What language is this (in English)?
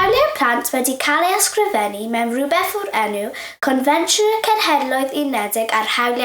Welsh